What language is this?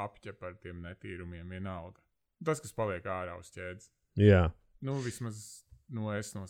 Latvian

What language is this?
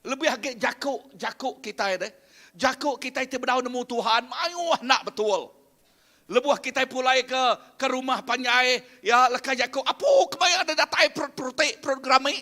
Iban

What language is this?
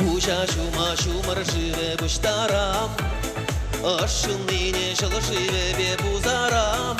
Chuvash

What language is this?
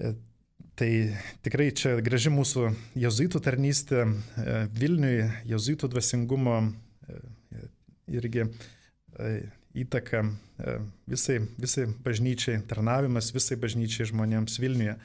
Lithuanian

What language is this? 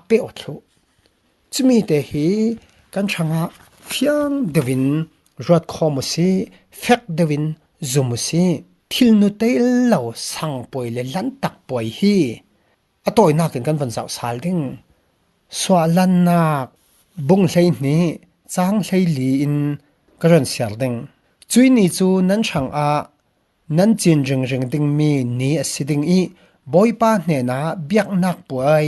Falam Chin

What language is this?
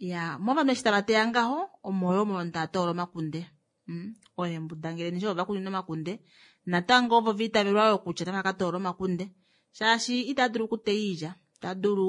Kuanyama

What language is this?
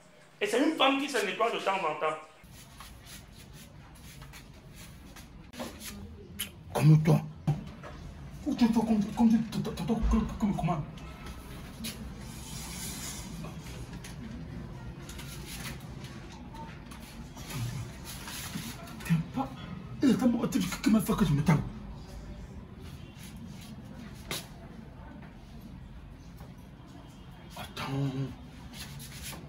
French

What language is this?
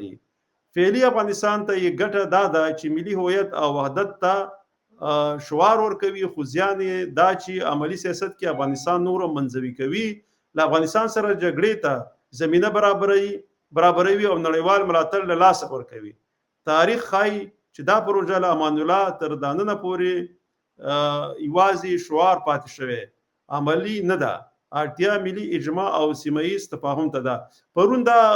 Pashto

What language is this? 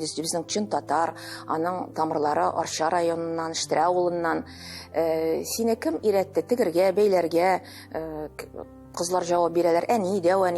Tatar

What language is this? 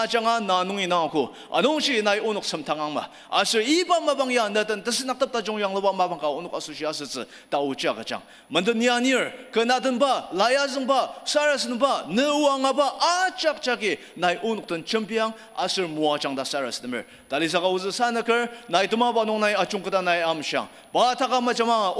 Ao Naga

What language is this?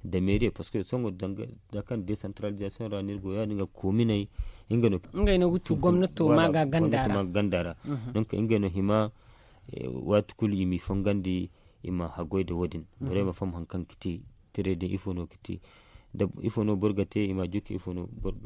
Zarma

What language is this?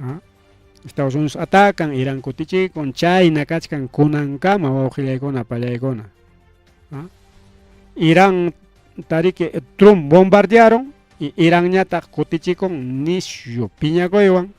Ayacucho Quechua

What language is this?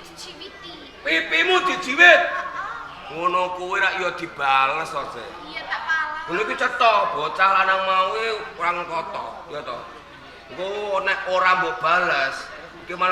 Javanese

